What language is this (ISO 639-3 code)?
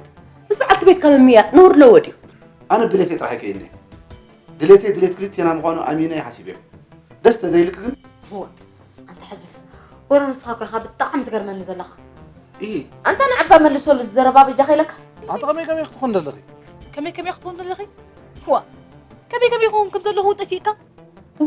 tir